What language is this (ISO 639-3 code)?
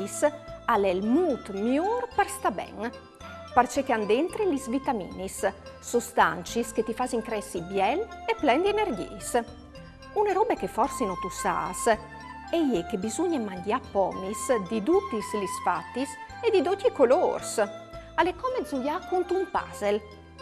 fur